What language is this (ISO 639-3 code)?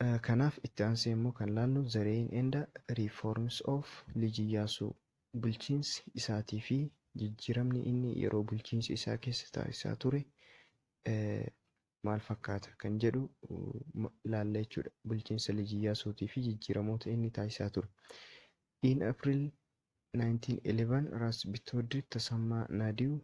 orm